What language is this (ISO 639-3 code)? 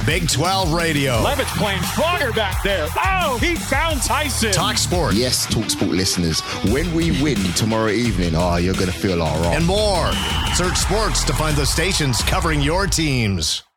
eng